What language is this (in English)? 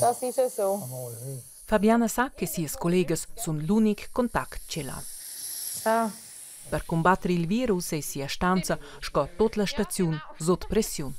Romansh